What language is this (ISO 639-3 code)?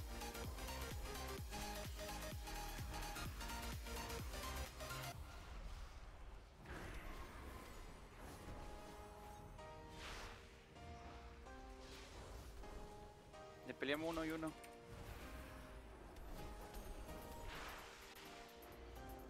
spa